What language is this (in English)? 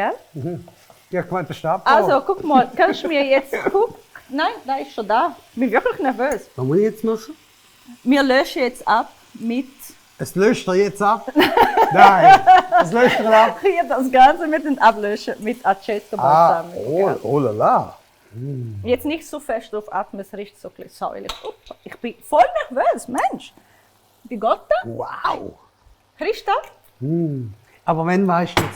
Swiss German